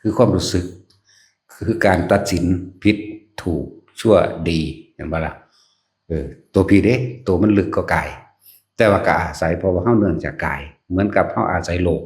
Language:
Northeastern Thai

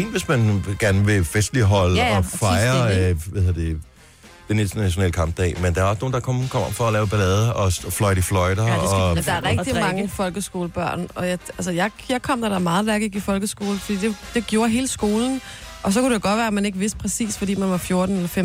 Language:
Danish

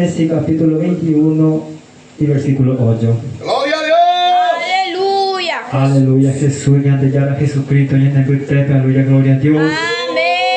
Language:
Guarani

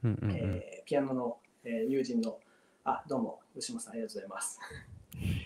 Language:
Japanese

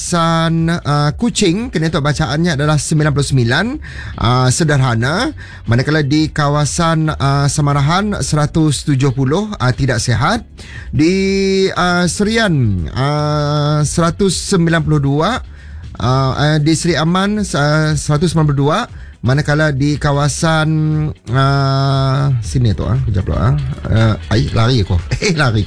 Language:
Malay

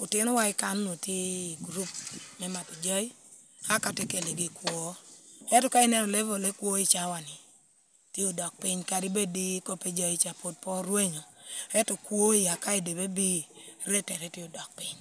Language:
Lango (Uganda)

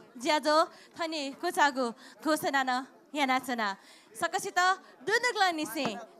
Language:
Newari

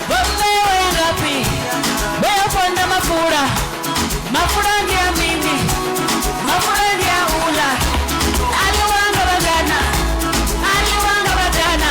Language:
Venda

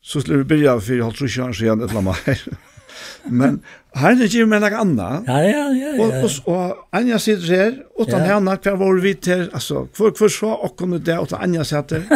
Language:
Faroese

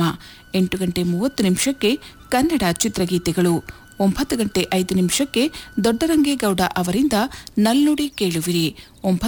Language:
Kannada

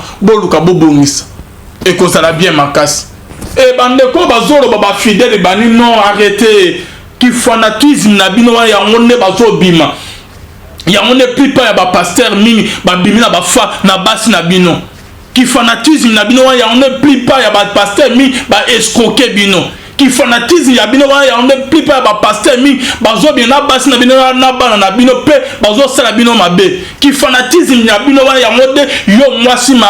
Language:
Lingala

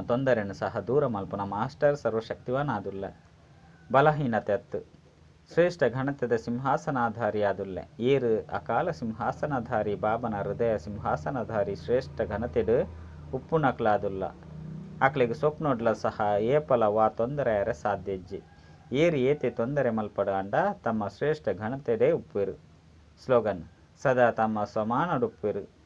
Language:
Tulu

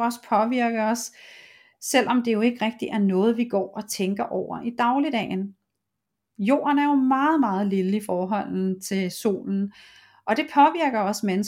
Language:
Danish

